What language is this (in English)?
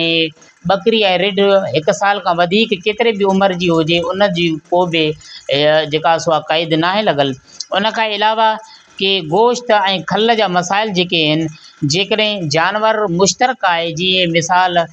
Sindhi